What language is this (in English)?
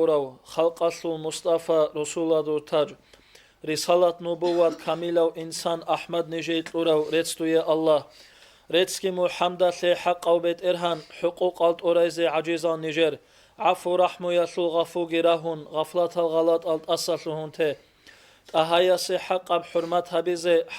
Avaric